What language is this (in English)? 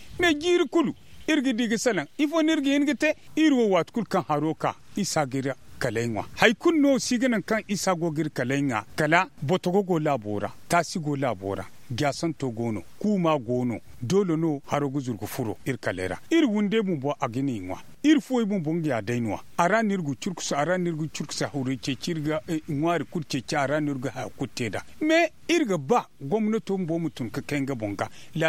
Zarma